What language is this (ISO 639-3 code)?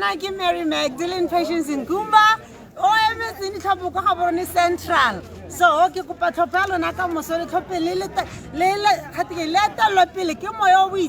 tsn